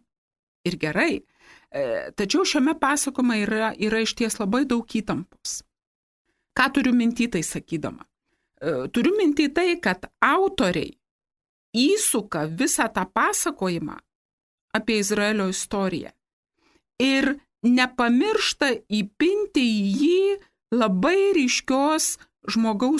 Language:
Lithuanian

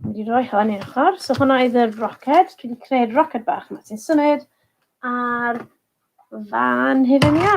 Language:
Welsh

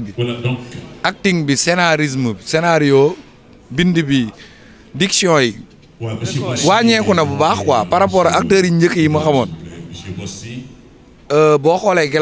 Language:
Wolof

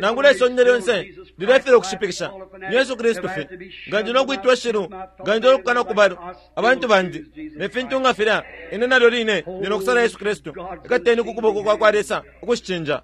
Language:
Bemba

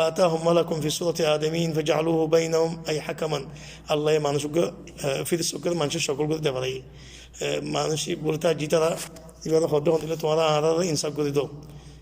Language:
Rohingya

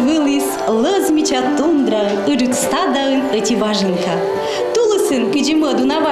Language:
Komi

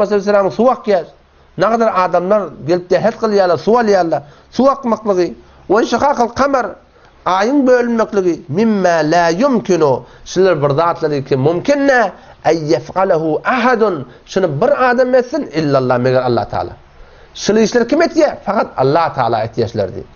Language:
Turkmen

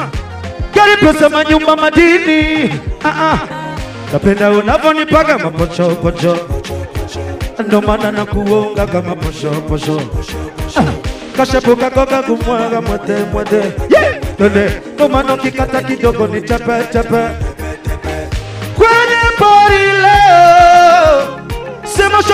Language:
Swahili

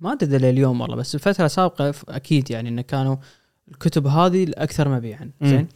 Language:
Gulf Arabic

